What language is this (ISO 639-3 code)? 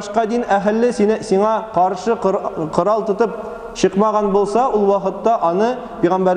tat